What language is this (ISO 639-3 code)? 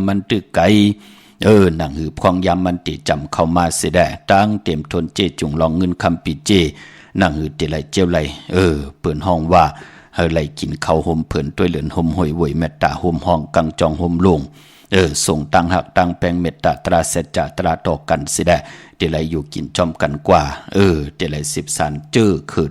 shn